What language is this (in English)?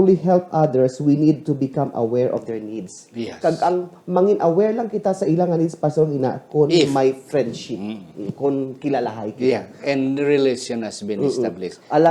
Hiligaynon